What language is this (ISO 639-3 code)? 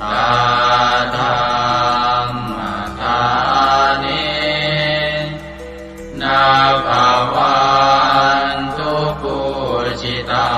pli